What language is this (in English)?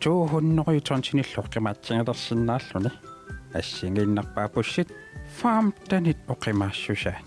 Kalaallisut